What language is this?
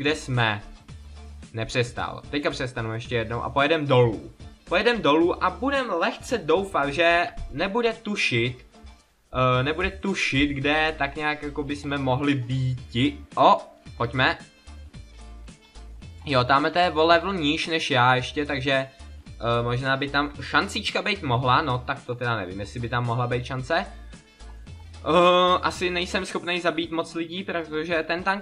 Czech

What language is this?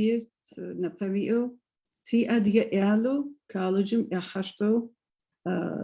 Adyghe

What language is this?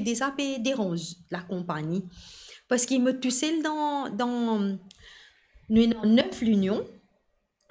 Morisyen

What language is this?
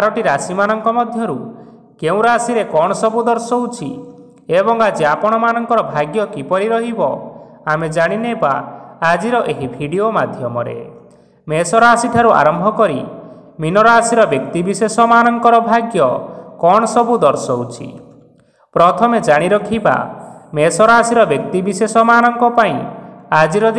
Odia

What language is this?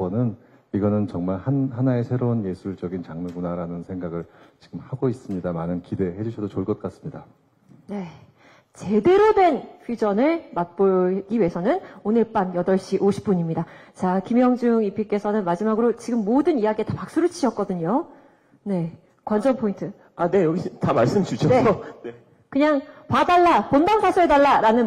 Korean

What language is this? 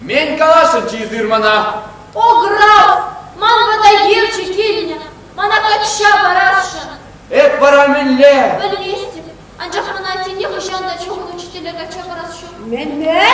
Chuvash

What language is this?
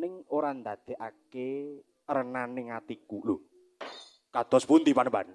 Javanese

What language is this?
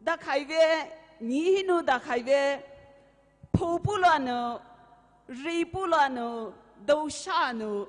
Poumei Naga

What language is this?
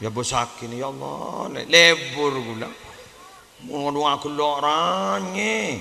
Madurese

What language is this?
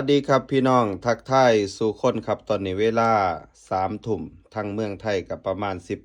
Northeastern Thai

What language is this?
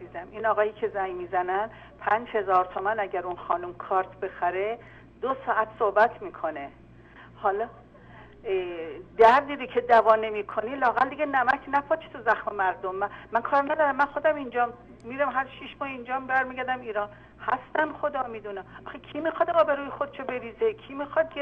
Persian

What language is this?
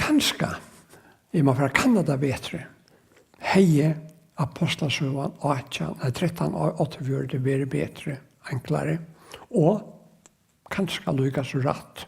Faroese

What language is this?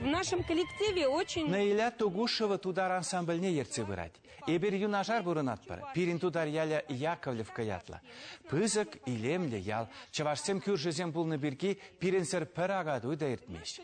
Chuvash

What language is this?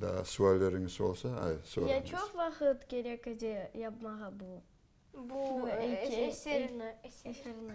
Crimean Tatar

